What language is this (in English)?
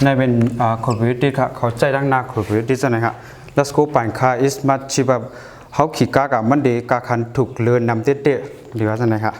Shan